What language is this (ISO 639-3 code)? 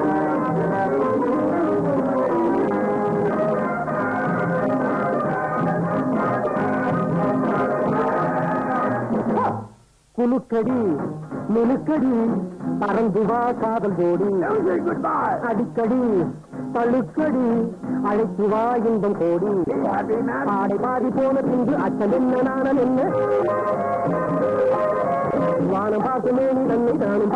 tam